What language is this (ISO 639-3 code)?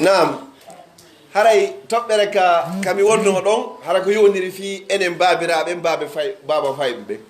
fuf